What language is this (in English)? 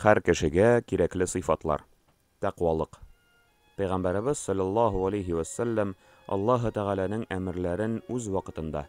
Tatar